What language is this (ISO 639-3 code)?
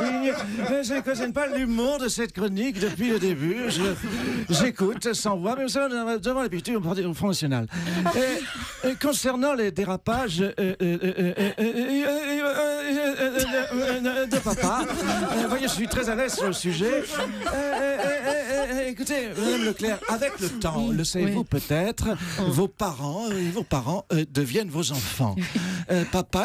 fra